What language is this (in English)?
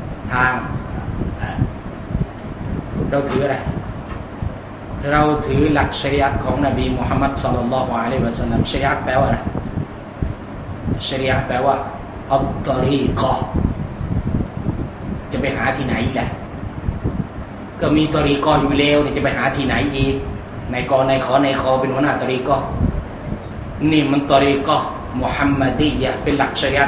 Thai